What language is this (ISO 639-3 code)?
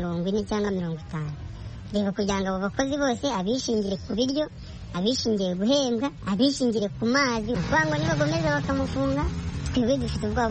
kin